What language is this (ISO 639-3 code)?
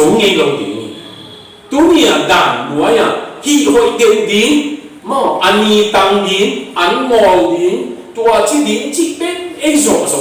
ctd